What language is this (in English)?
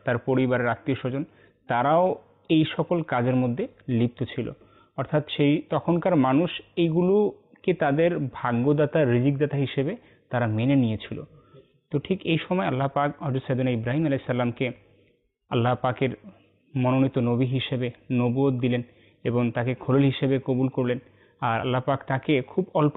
Bangla